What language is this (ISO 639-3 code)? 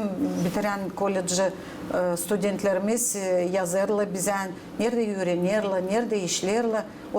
gag